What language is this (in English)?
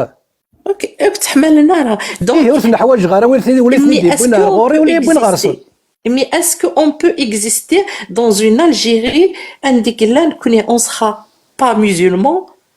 Kabyle